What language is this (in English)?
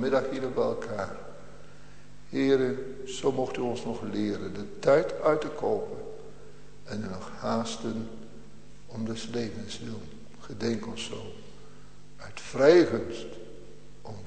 Dutch